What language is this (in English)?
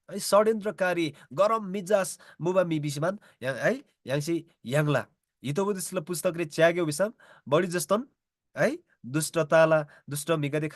Eastern Tamang